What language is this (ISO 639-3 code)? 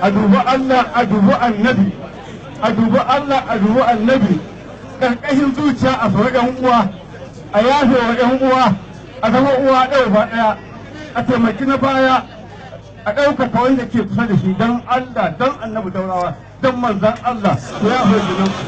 hau